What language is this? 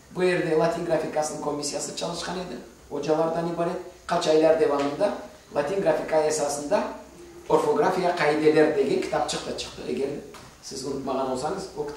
Crimean Tatar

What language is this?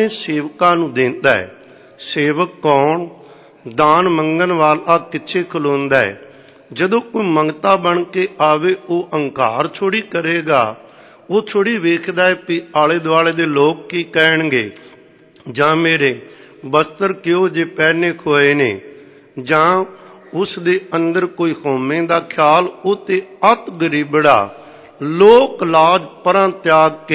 Punjabi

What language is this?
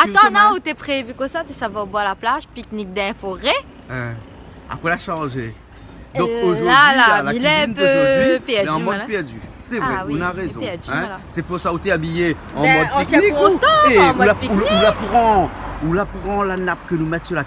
Réunion Creole French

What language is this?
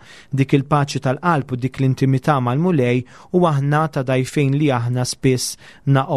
Maltese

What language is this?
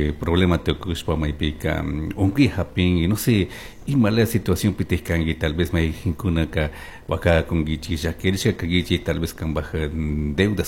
Chimborazo Highland Quichua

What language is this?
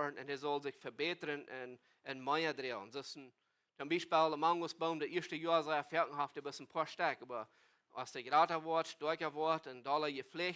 Plautdietsch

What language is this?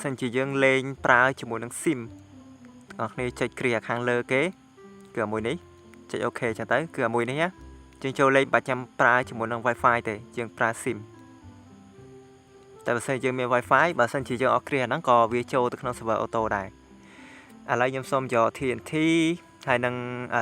Khmer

